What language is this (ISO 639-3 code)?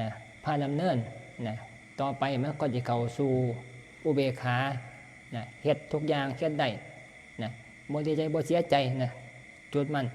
tts